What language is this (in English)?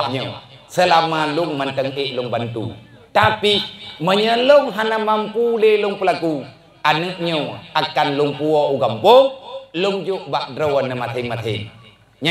Achinese